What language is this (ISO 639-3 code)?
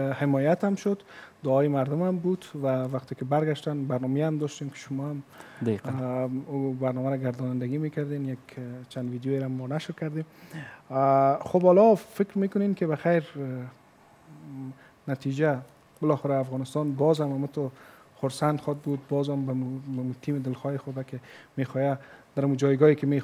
fas